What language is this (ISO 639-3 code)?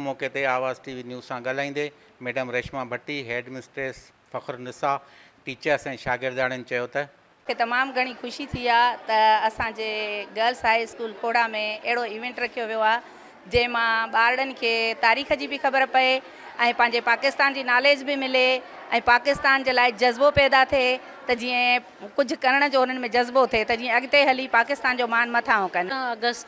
snd